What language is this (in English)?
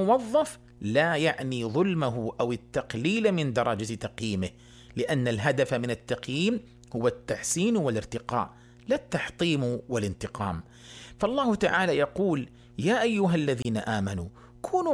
Arabic